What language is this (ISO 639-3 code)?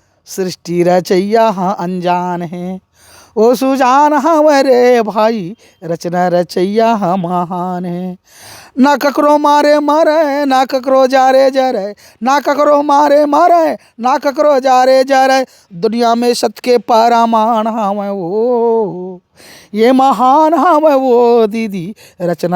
hne